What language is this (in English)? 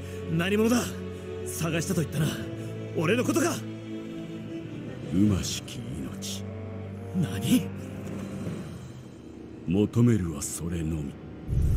Japanese